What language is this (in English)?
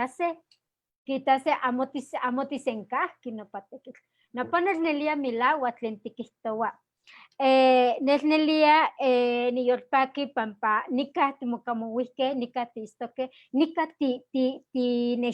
Eastern Huasteca Nahuatl